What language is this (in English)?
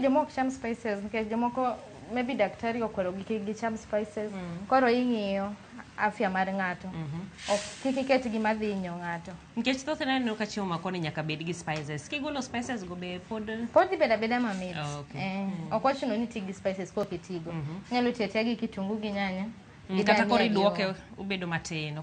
Luo (Kenya and Tanzania)